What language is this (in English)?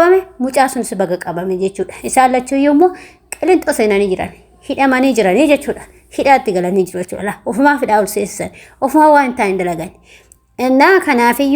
Oromo